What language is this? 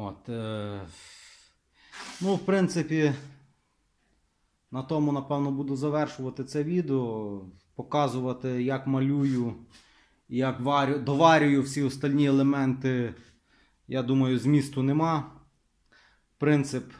Ukrainian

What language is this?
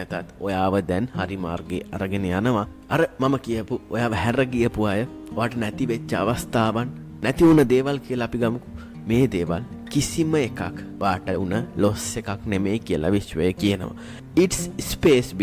Sinhala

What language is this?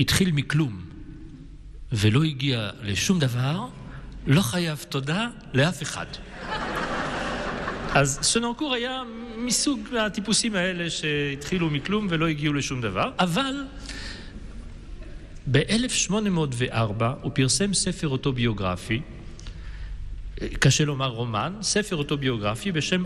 Hebrew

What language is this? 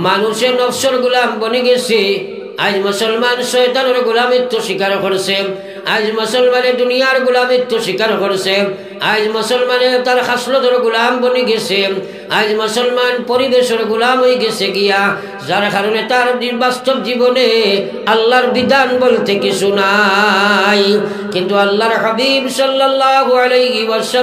Sylheti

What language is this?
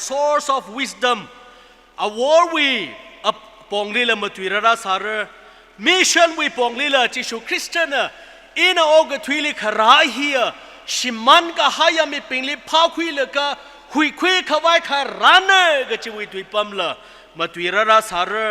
Tangkhul Naga (India)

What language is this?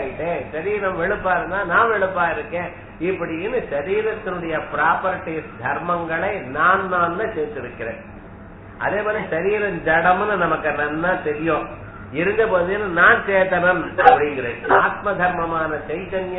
Tamil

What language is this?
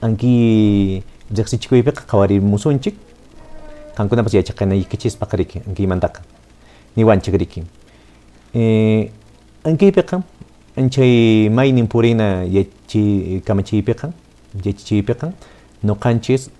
Quechua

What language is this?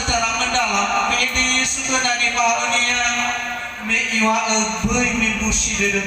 Nias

